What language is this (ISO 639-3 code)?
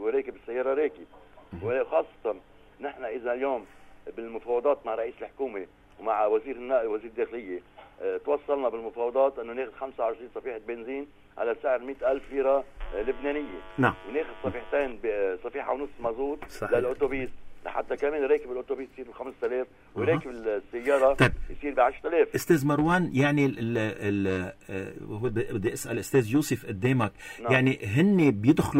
apc